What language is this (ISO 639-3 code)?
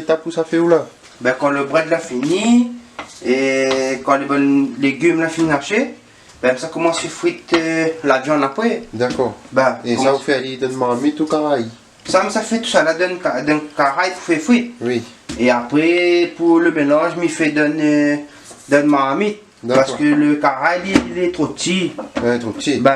rcf